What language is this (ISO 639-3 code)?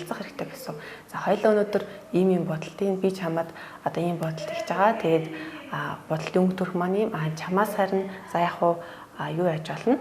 mon